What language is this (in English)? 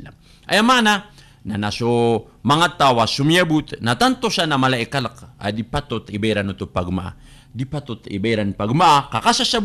Maranao